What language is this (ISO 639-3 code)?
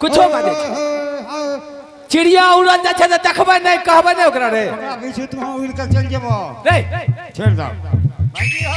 anp